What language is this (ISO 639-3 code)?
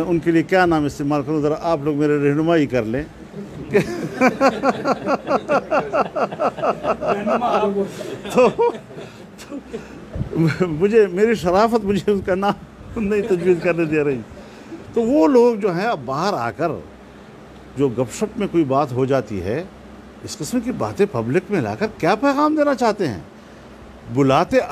urd